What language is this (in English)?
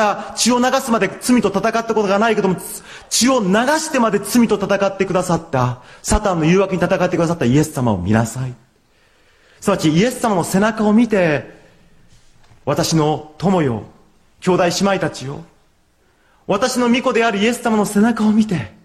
Japanese